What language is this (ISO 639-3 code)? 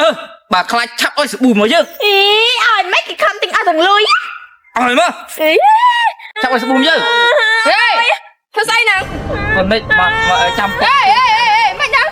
khm